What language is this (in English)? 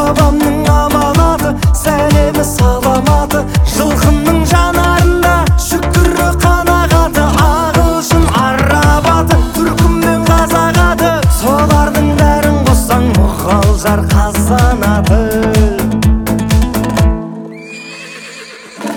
Kazakh